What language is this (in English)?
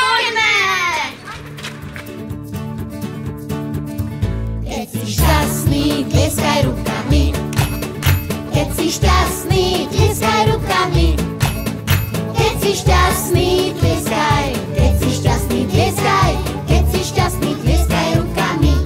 Slovak